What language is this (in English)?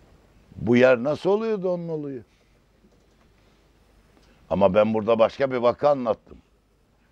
Turkish